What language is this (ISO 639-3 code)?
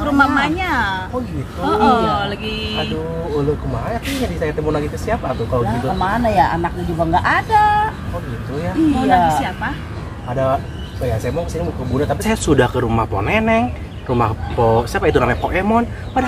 bew